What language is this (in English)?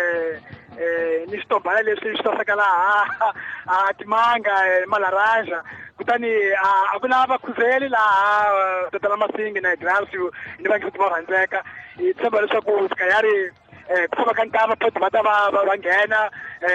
Tsonga